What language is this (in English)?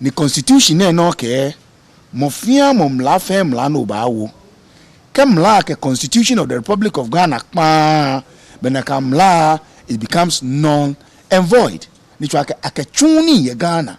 Ga